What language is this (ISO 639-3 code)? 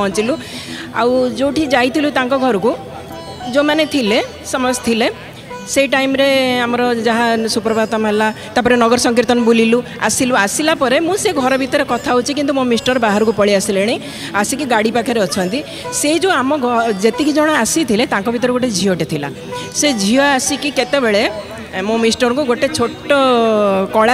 ori